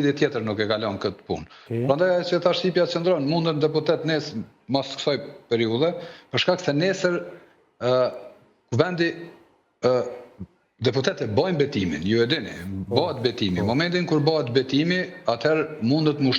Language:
Albanian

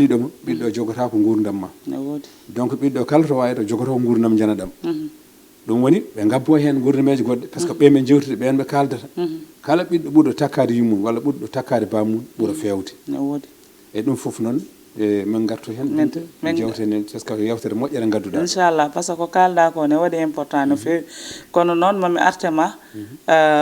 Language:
Fula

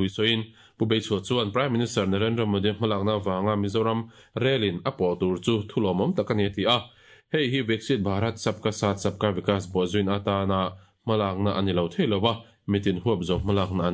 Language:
Mizo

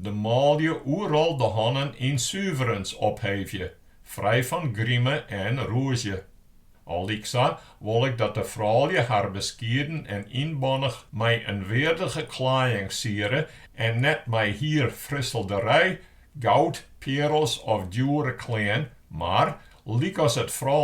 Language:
Western Frisian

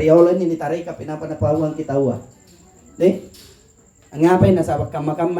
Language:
Makasar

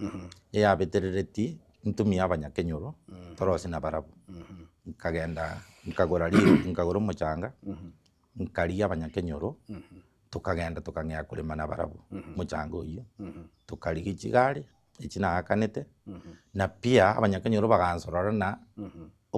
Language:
Gusii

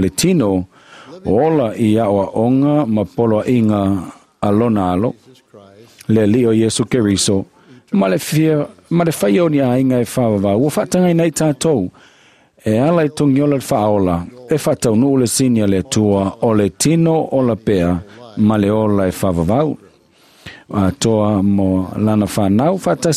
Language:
Samoan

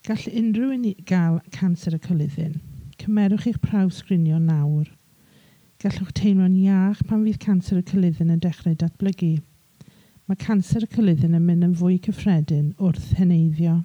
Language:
Welsh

